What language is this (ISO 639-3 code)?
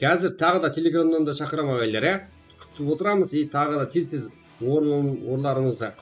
kaa